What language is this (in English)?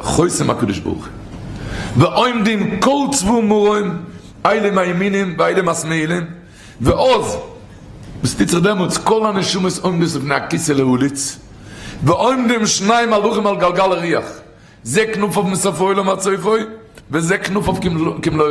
Yiddish